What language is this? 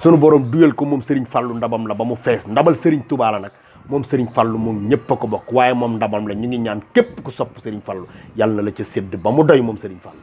Wolof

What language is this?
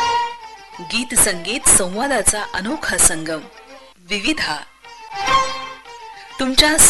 Marathi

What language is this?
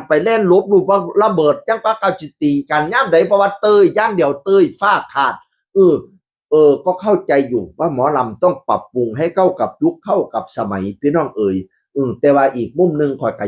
Northeastern Thai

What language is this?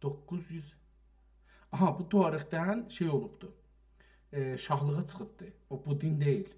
South Azerbaijani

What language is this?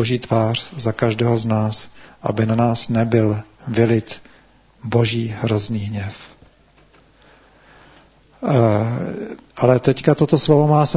Czech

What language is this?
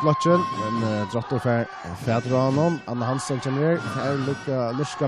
Faroese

